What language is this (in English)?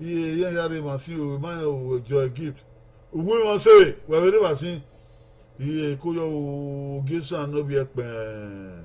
Bini